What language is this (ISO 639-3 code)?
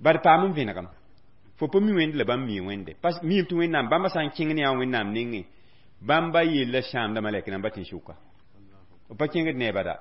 mos